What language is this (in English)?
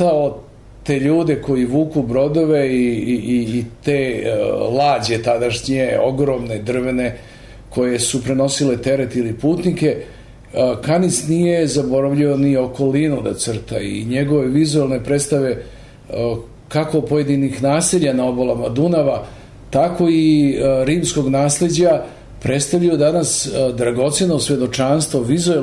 Serbian